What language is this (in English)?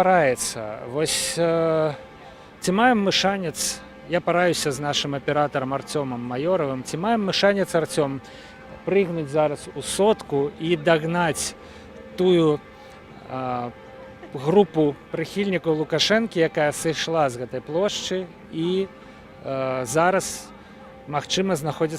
Belarusian